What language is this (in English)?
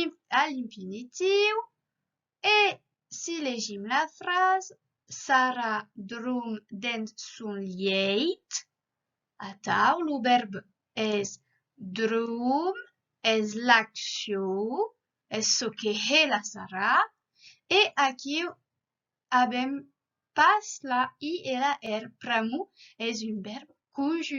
Occitan